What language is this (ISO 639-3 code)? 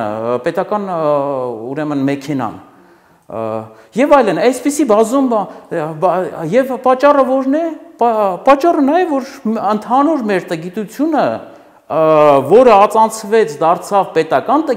hye